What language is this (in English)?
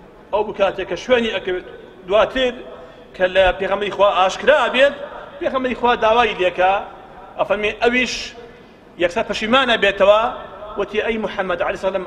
Central Kurdish